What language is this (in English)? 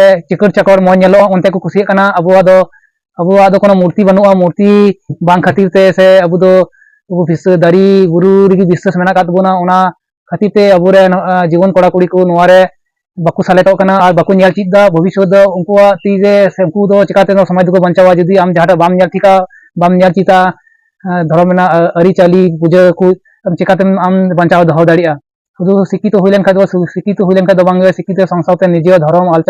Santali